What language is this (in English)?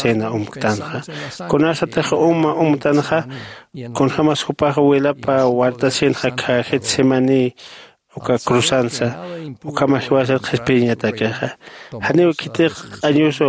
Aymara